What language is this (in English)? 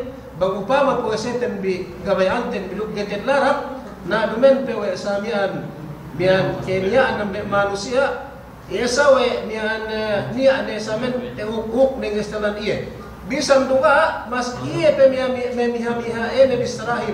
Yakan